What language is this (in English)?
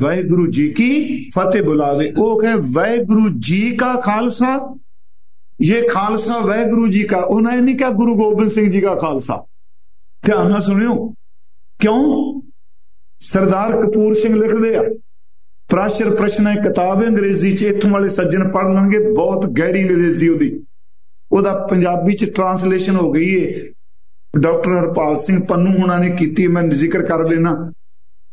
Punjabi